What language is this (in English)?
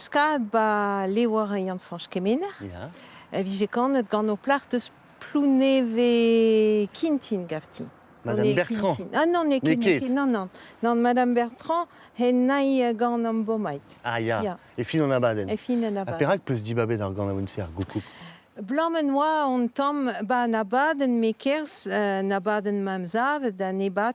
Breton